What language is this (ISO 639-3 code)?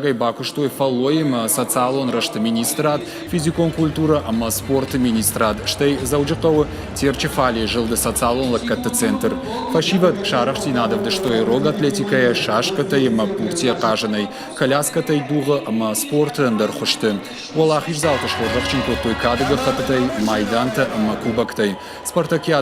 oss